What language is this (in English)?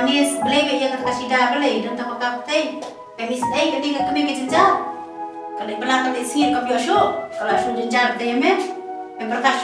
Khasi